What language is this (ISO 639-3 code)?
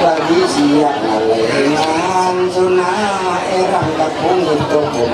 mhy